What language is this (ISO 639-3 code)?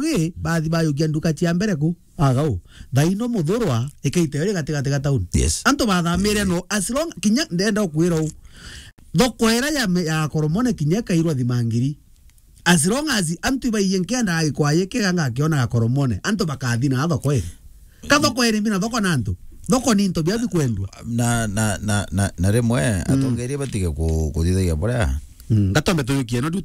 mer